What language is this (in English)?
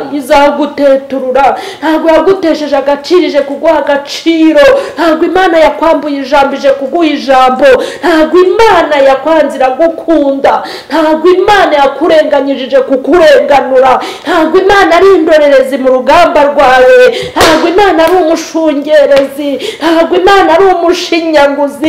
Kinyarwanda